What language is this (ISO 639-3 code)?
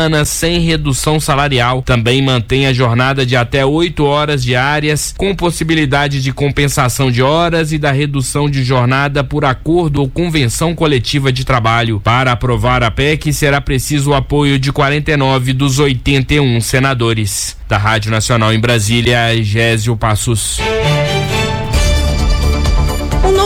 por